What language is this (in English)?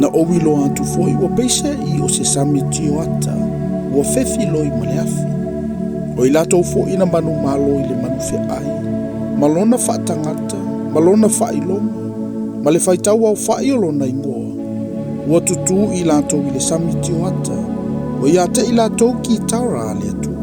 Samoan